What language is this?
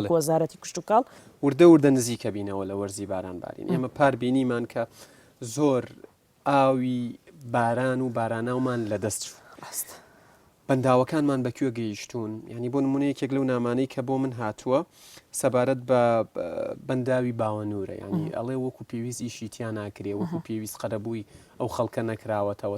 Central Kurdish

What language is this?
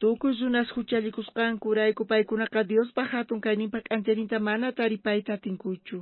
South Bolivian Quechua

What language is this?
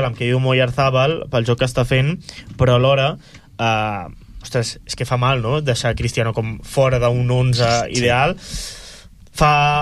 Catalan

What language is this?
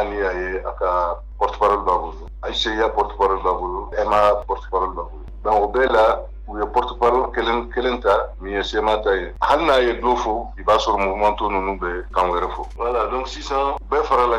Bambara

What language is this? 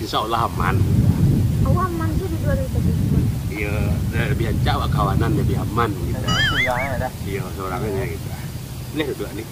Minangkabau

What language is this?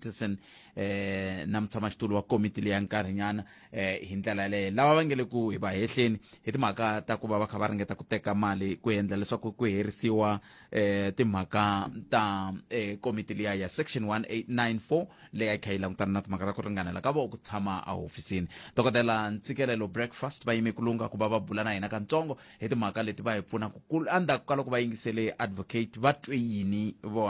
Tsonga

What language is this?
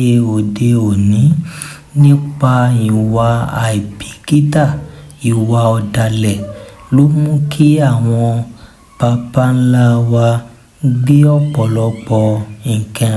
Yoruba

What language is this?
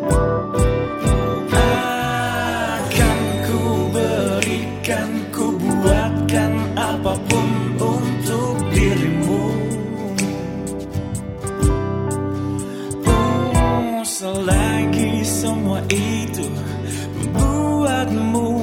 Indonesian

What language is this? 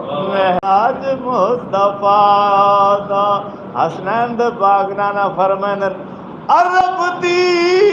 Saraiki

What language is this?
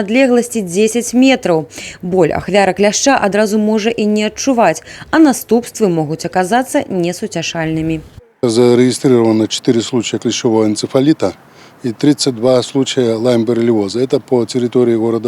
Belarusian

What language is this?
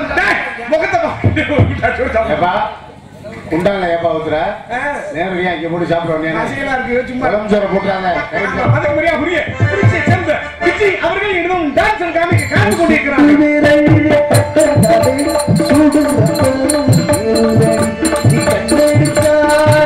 Tamil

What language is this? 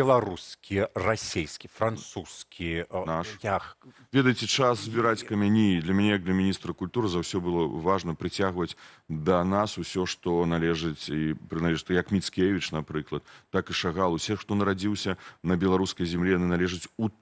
Belarusian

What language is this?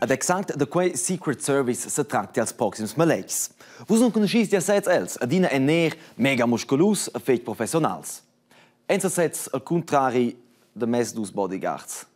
Romansh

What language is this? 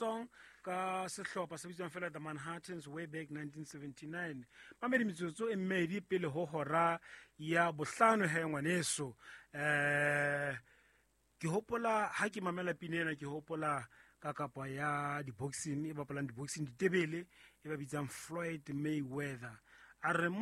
Southern Sotho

